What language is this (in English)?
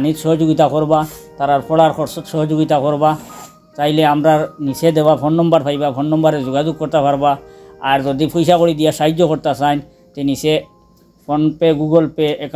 Sylheti